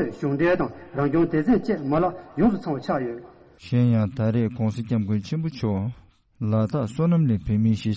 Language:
Tibetan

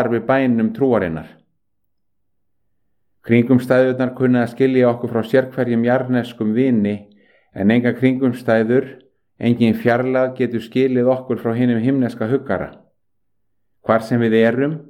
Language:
Icelandic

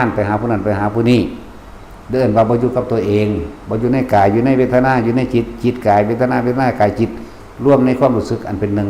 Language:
Northeastern Thai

